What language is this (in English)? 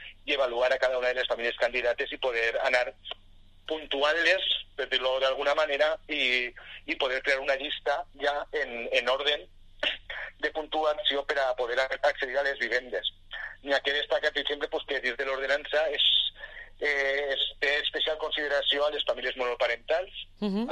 Catalan